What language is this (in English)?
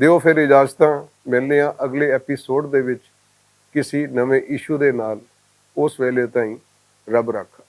Western Panjabi